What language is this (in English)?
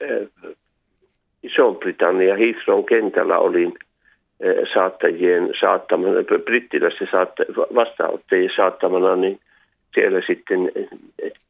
Finnish